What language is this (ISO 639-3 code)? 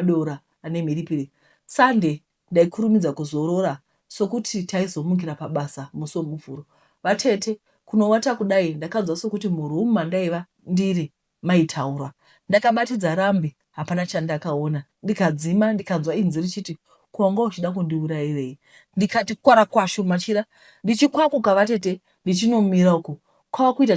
sna